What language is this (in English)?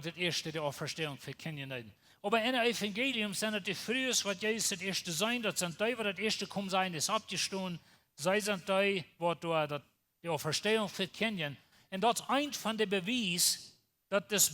Plautdietsch